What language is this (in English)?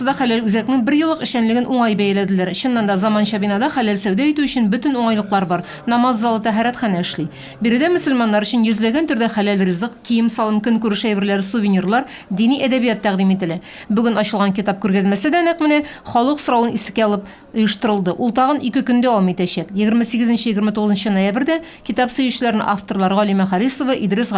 Tatar